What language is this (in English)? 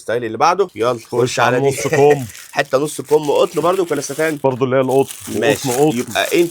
Egyptian Arabic